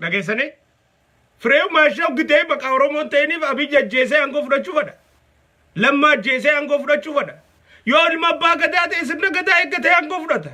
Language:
Oromo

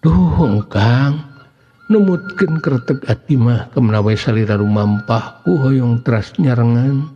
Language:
Sundanese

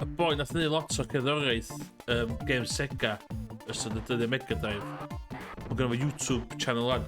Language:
Welsh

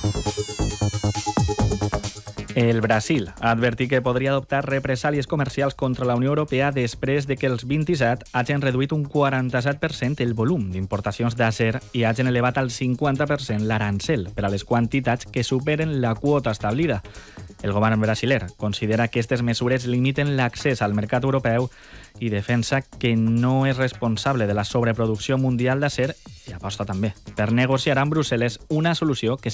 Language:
Catalan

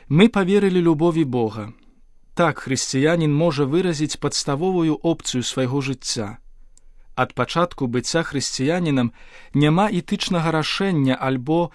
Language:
Belarusian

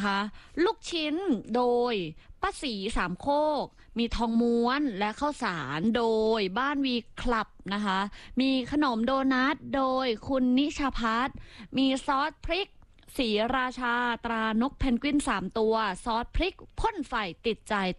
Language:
Thai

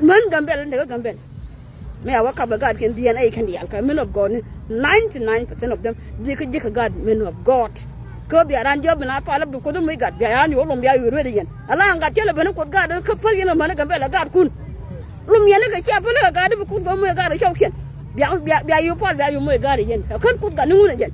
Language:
Nuer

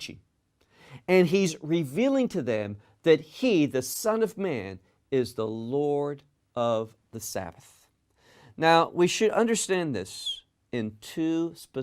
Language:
English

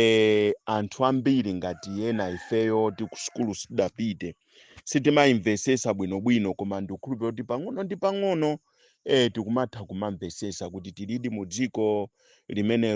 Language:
Nyanja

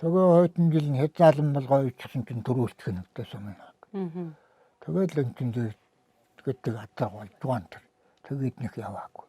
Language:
Mongolian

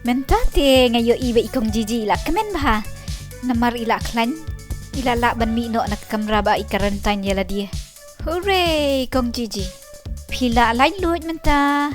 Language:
Khasi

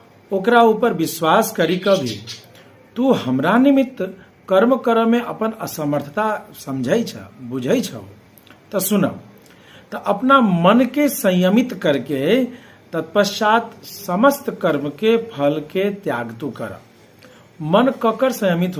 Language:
Maithili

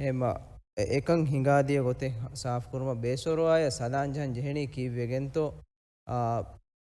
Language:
Divehi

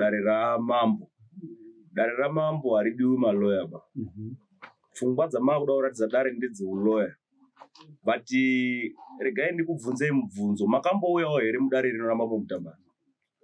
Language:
Shona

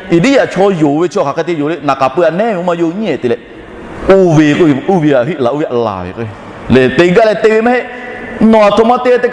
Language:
Lahu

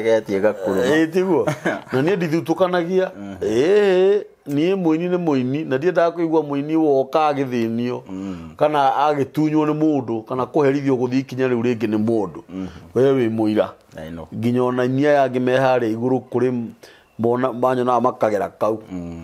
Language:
Kikuyu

